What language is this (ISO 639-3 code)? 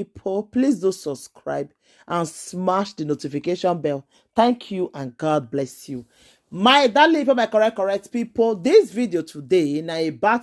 pcm